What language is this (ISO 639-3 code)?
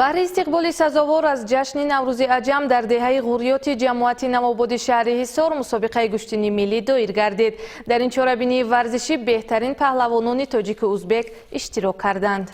tgk